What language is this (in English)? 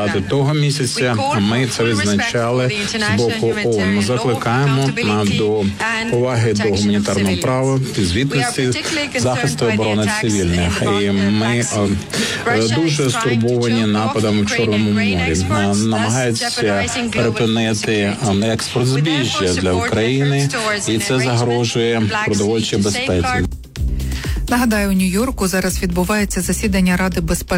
Ukrainian